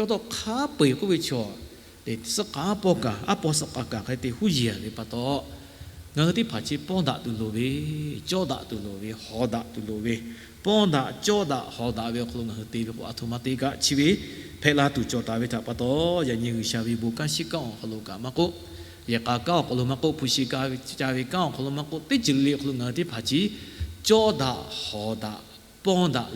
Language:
Lahu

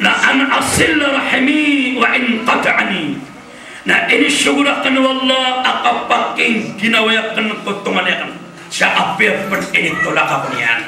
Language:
Maranao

